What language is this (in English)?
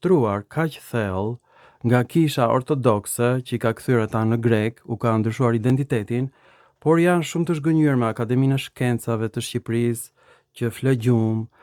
Albanian